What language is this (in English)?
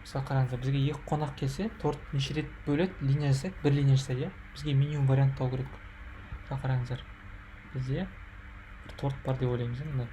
Kazakh